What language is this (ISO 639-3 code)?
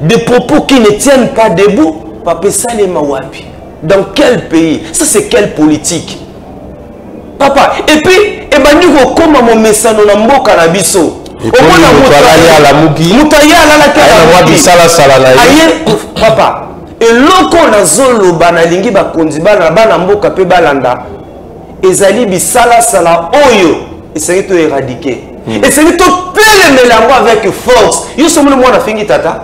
lin